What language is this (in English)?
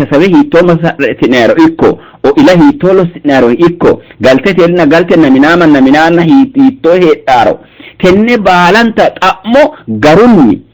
Sidamo